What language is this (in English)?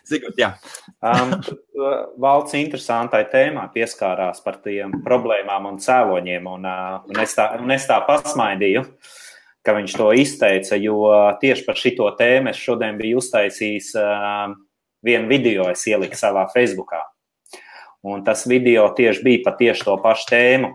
Latvian